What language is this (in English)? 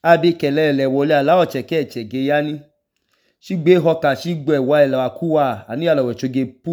Idoma